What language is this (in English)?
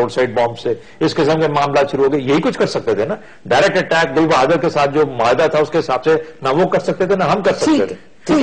Urdu